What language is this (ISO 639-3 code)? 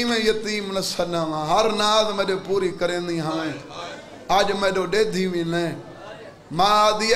skr